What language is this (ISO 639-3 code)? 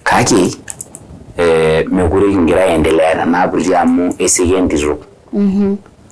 mas